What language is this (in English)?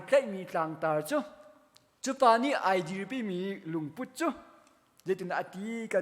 Hakha Chin